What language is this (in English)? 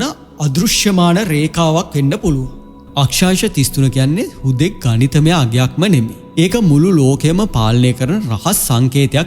Sinhala